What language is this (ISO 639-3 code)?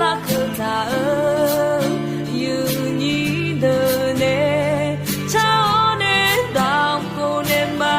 ahk